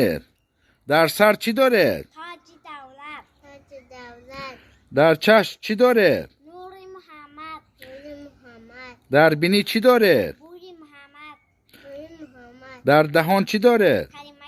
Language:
Tajik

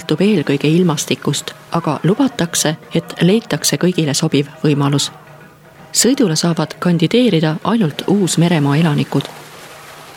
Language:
Estonian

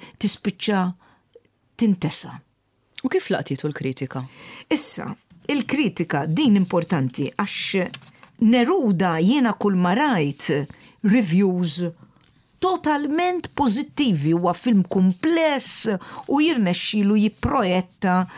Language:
Maltese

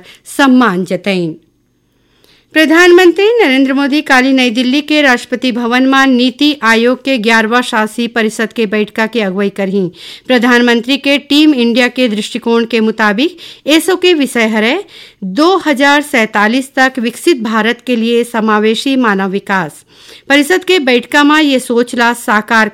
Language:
Chhattisgarhi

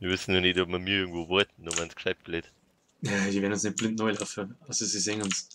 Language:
Bavarian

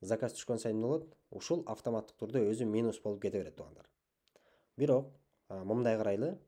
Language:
Kyrgyz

